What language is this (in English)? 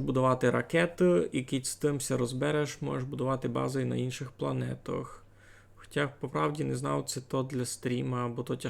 Rusyn